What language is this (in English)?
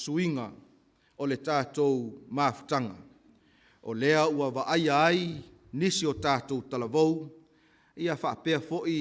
Samoan